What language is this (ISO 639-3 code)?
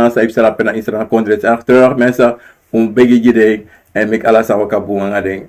srn